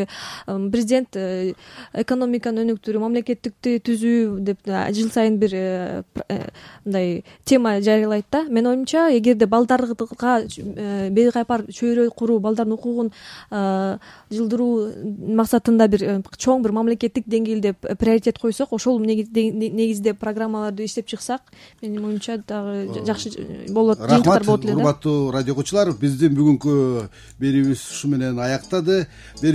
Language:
Kyrgyz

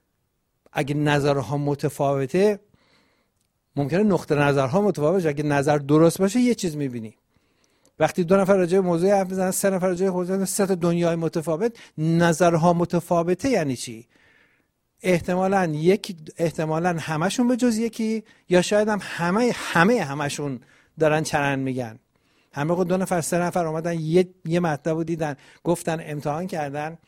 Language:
Persian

